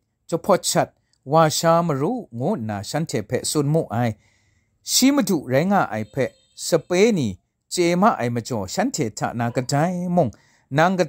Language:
Kachin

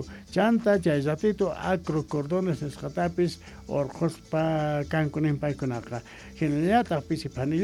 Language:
Quechua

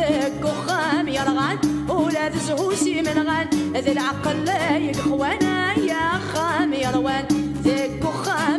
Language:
Kabyle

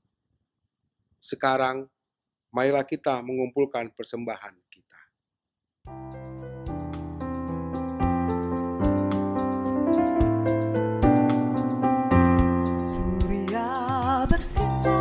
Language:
Indonesian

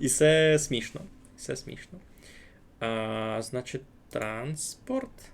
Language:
Rusyn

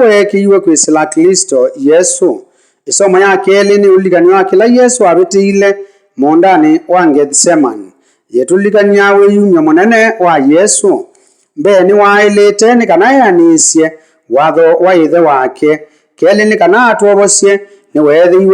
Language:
Kamba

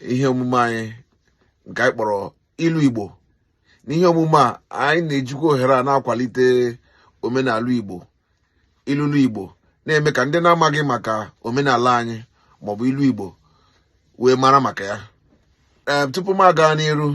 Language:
Igbo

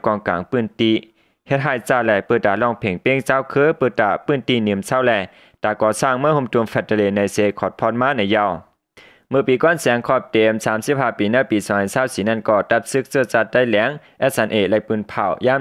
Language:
Shan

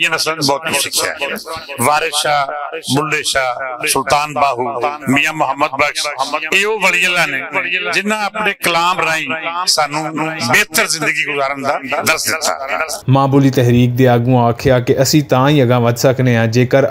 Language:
Western Panjabi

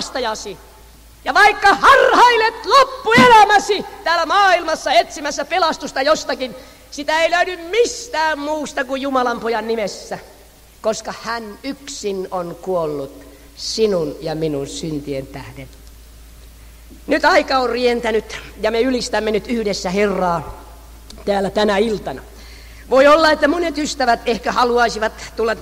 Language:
Finnish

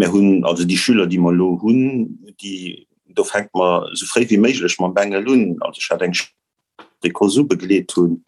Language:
Luxembourgish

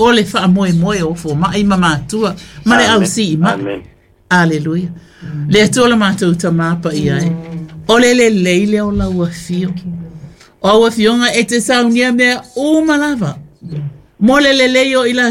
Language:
Samoan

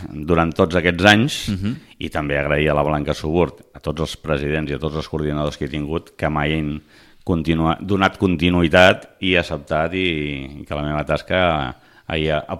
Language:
Catalan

